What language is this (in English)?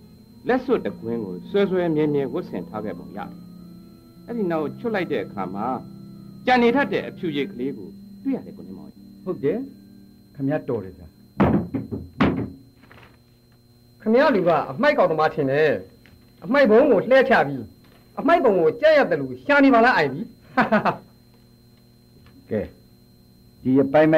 Burmese